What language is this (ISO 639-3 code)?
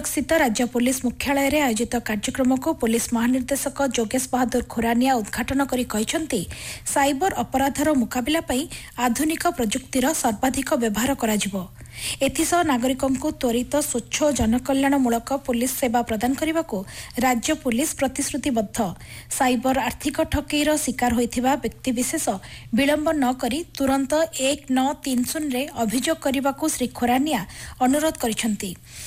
ori